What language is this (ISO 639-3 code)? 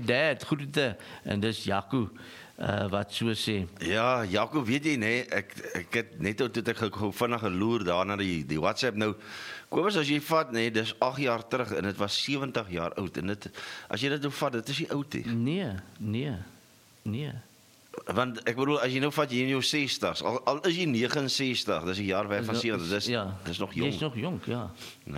afr